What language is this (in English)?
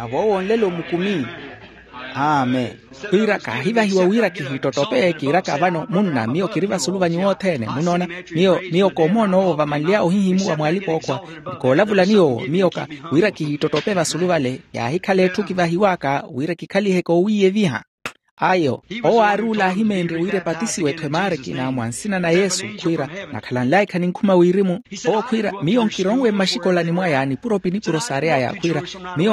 Makhuwa